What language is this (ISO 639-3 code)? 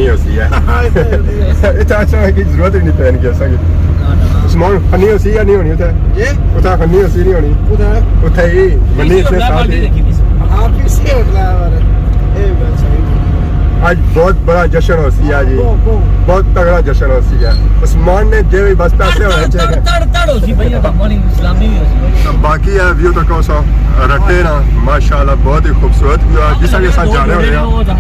phr